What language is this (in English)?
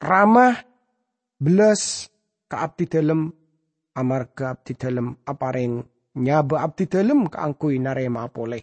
Madurese